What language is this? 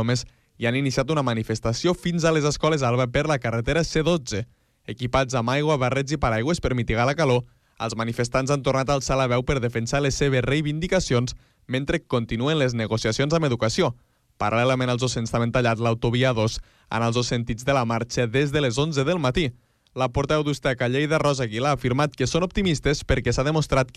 Catalan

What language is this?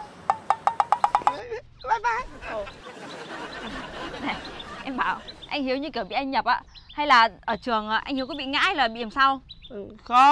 Vietnamese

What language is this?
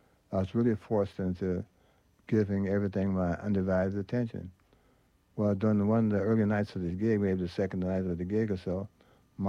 English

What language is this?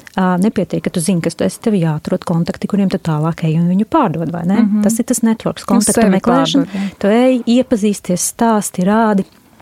Latvian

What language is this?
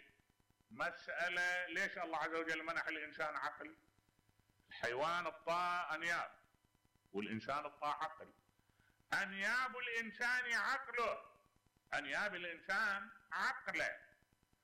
Mesopotamian Arabic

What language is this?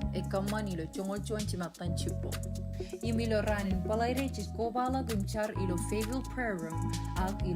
Marshallese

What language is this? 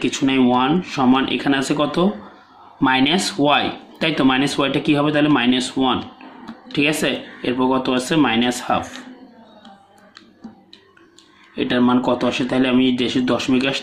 Bangla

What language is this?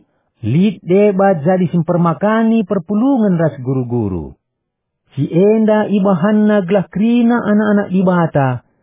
Batak Karo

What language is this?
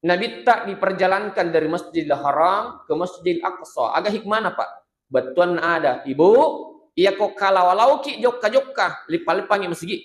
Buginese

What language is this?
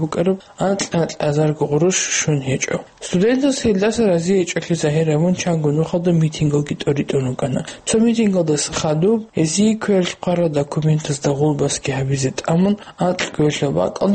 Avaric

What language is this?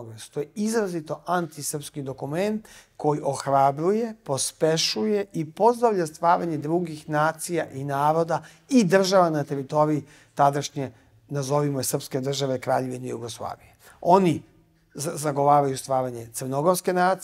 Serbian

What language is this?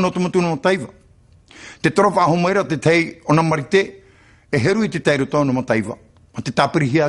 Tahitian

